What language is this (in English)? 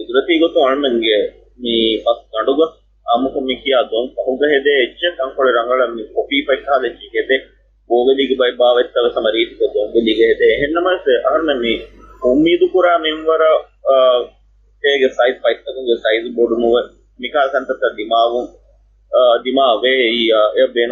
Divehi